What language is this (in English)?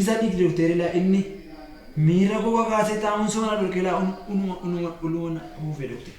Oromo